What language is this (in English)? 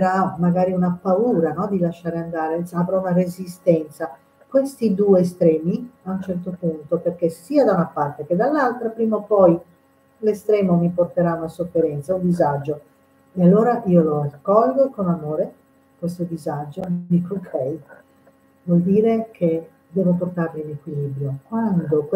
Italian